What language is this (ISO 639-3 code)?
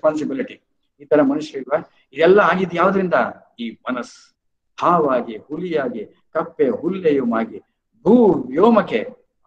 kan